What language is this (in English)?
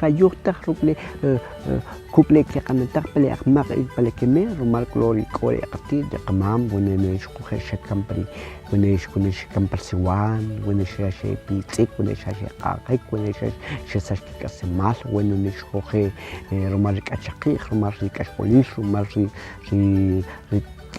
Kʼicheʼ